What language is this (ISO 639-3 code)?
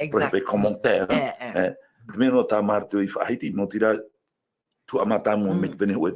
tah